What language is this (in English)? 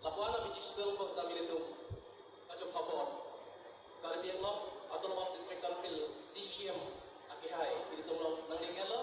Karbi